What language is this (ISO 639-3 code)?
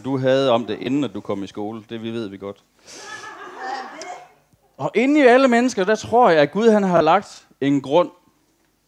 dan